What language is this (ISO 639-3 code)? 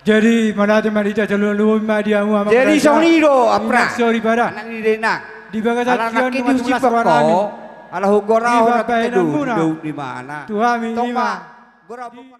bbc